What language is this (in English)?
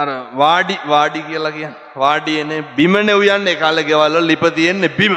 Sinhala